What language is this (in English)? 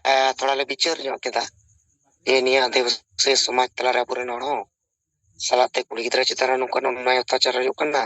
Santali